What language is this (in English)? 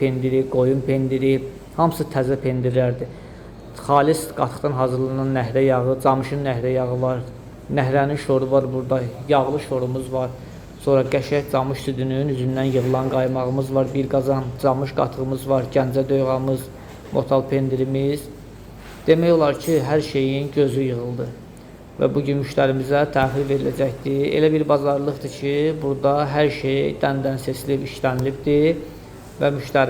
Azerbaijani